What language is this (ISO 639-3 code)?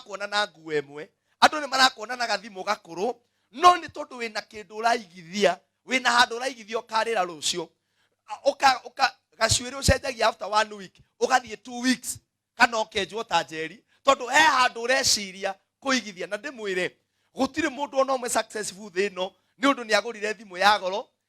kik